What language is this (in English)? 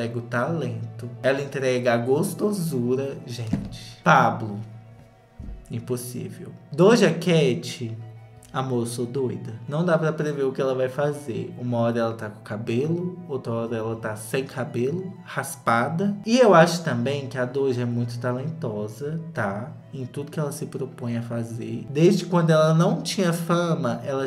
Portuguese